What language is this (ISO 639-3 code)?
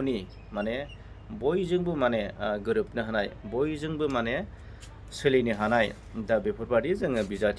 brx